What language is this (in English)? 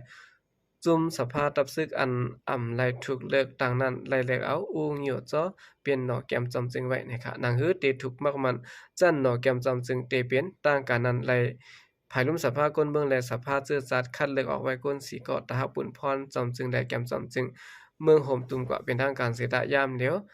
Shan